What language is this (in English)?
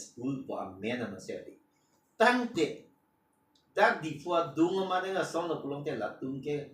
Karbi